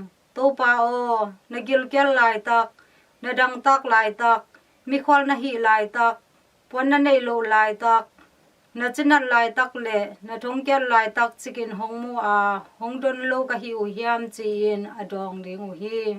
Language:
Tedim Chin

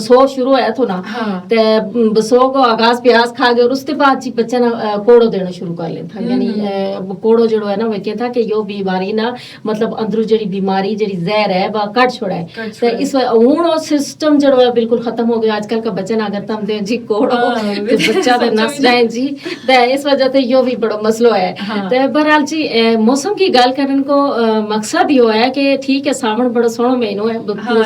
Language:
Gujari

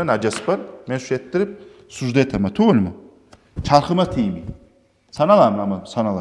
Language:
Kumyk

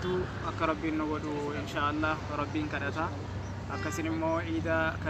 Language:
Oromo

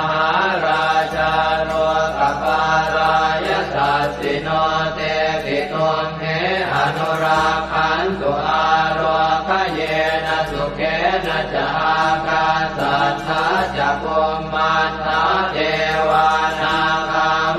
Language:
Pali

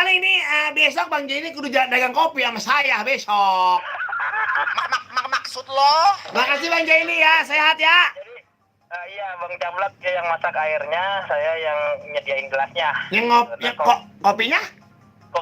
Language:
Betawi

